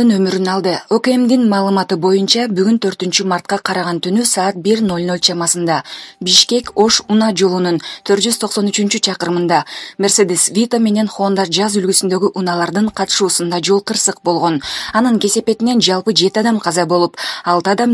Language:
Kyrgyz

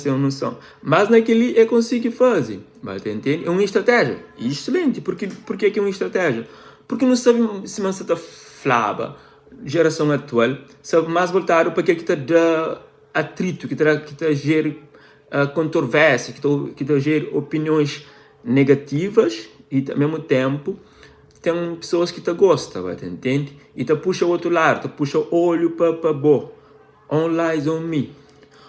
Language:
Kabuverdianu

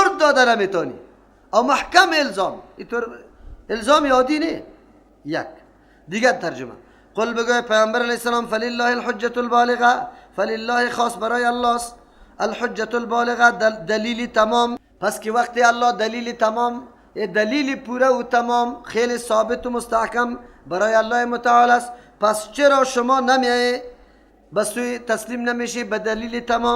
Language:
Persian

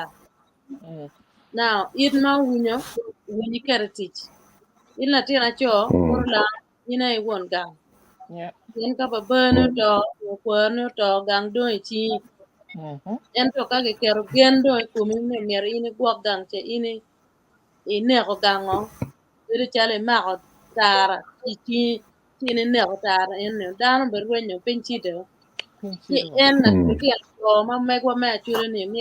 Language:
Acoli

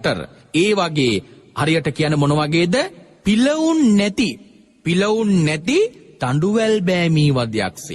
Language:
Sinhala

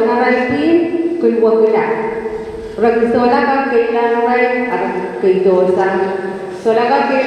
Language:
Pohnpeian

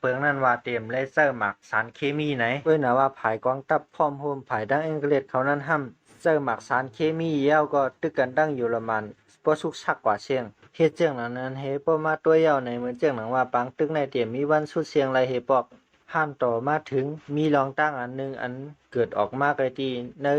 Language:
Shan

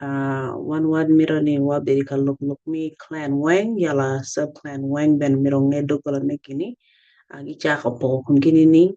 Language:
Acoli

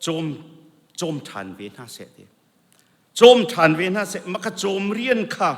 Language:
Hakha Chin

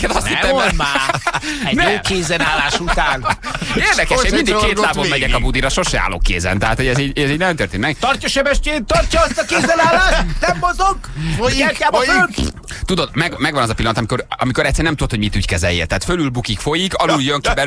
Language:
Hungarian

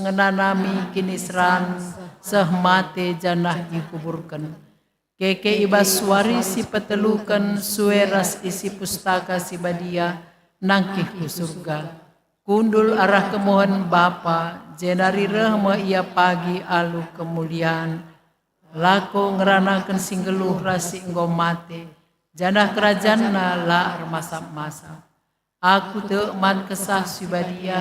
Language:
Batak Karo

